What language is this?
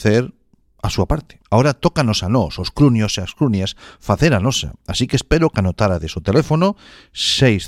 Galician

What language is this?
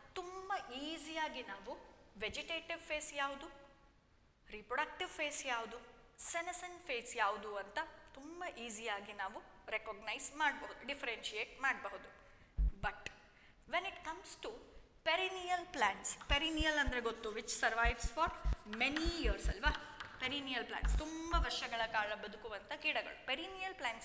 Kannada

